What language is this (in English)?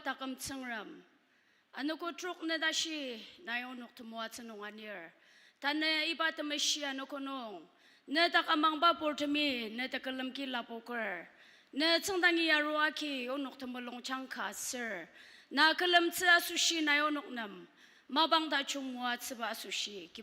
Ao Naga